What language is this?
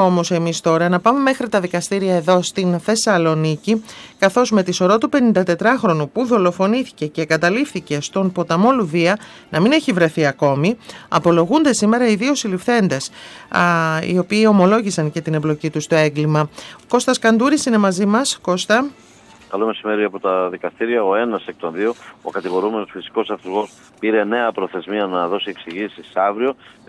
Greek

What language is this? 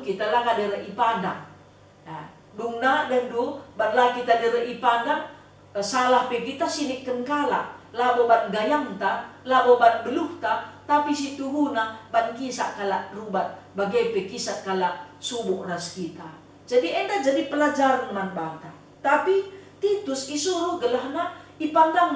Batak Karo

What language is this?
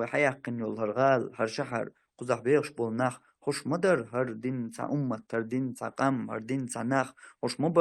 Chechen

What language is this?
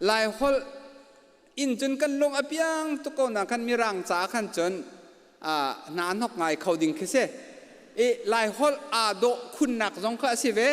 Hakha Chin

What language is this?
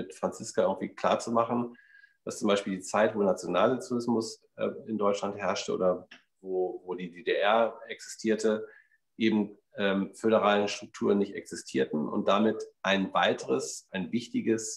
German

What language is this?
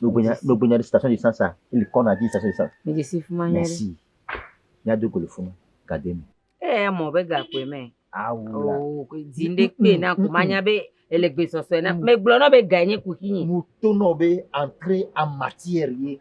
Ewe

